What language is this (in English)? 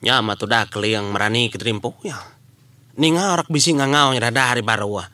Iban